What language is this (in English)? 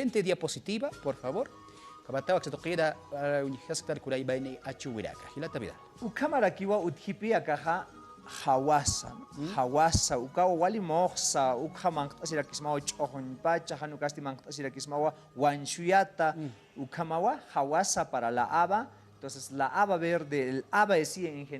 Aymara